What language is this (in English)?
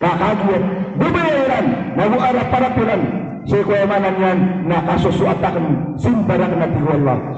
Maranao